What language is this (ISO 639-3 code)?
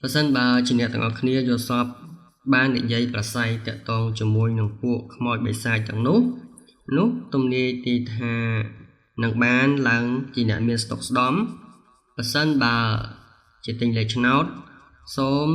khm